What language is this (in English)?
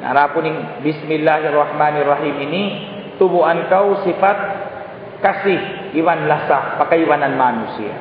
Tausug